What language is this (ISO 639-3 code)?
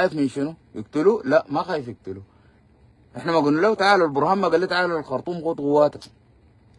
apd